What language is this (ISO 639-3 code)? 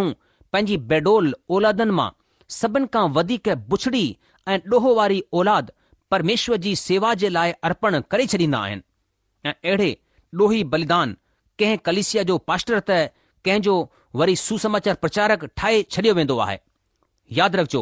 snd